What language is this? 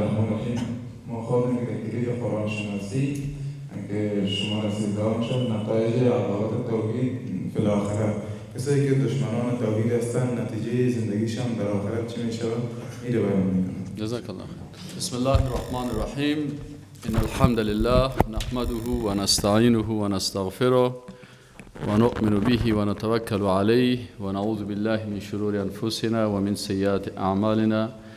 Persian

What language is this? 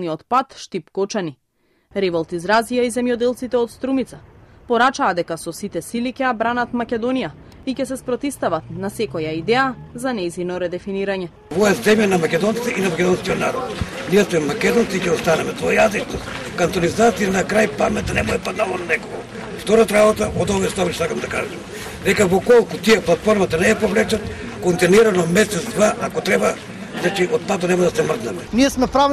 Macedonian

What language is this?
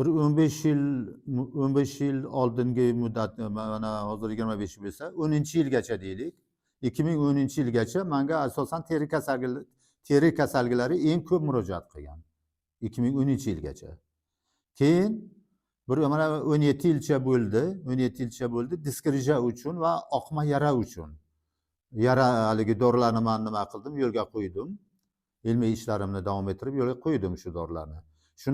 Uzbek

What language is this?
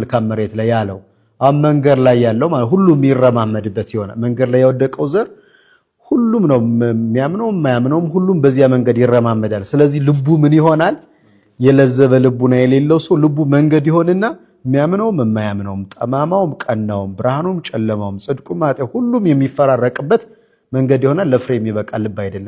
Amharic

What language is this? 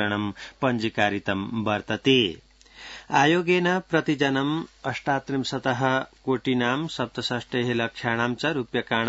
Sanskrit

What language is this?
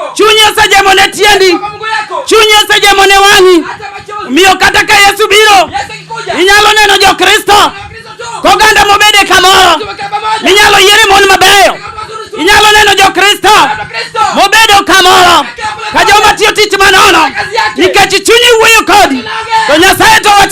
Luo (Kenya and Tanzania)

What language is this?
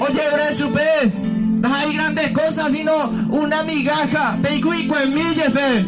Guarani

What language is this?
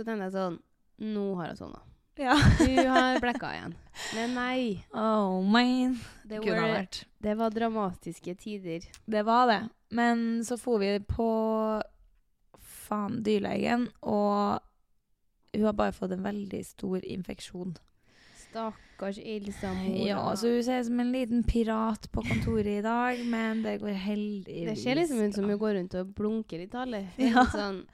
Norwegian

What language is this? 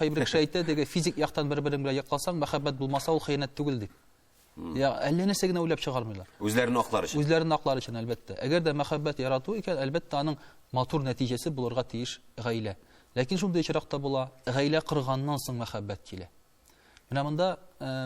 Tatar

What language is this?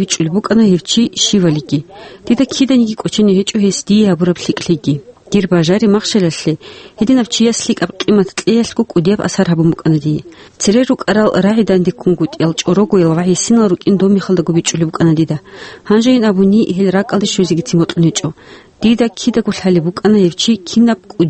Avaric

